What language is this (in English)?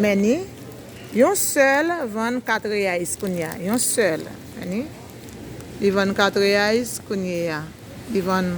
Haitian Creole